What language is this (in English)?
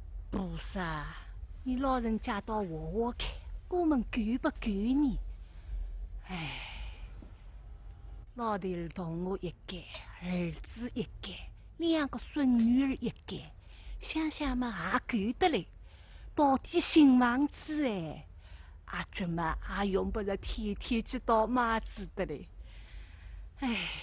Wu Chinese